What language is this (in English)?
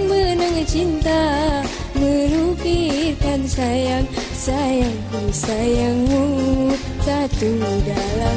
Malay